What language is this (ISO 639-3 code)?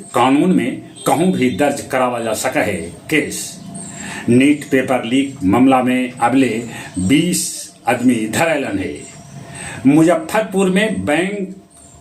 mag